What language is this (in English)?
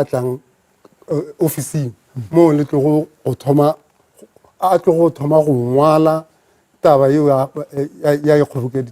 Northern Sotho